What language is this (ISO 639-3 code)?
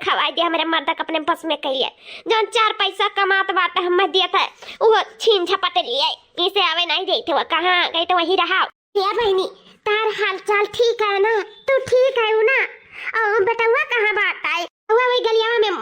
awa